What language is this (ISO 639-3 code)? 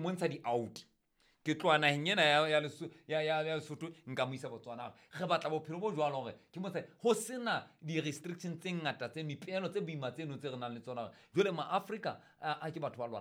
sot